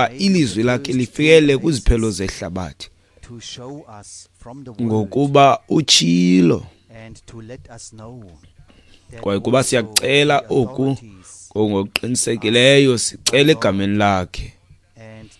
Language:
Xhosa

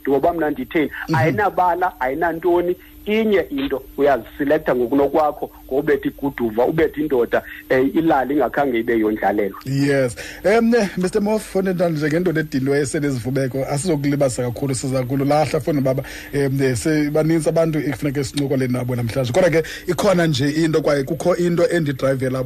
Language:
Xhosa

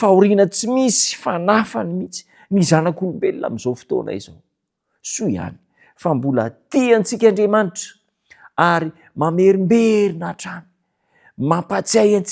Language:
Malagasy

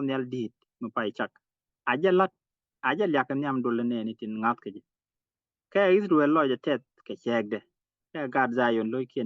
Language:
Nuer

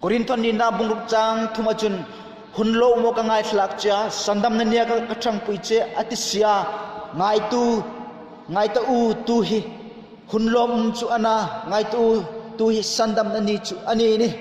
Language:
Hmar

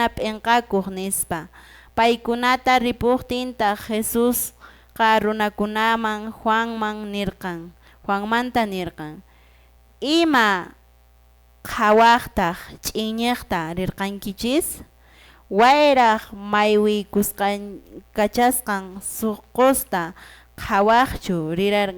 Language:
Quechua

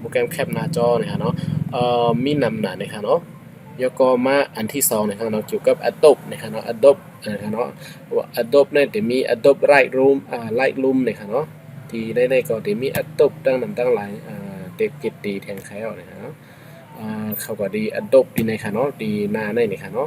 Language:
Shan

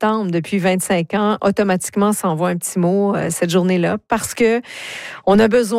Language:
French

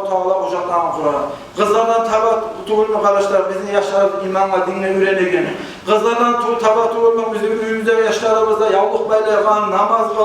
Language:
Kumyk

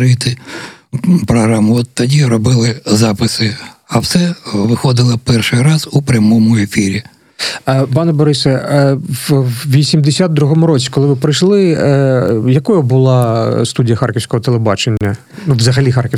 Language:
Ukrainian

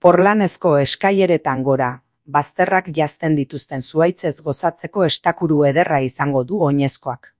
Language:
Basque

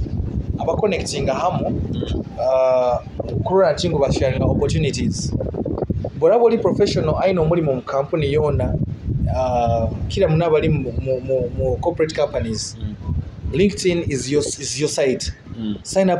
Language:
Nyoro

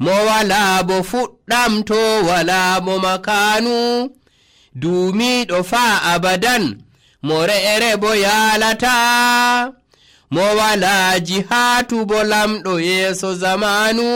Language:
Nigerian Fulfulde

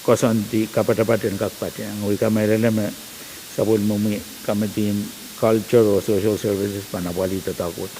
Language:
Pohnpeian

